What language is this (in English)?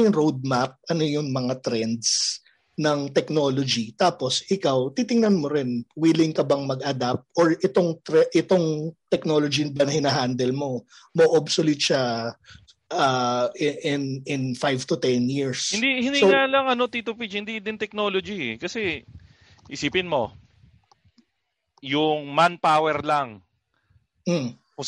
Filipino